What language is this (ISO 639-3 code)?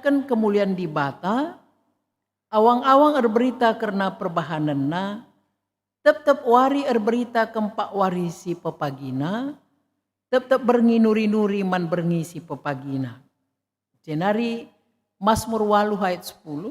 btx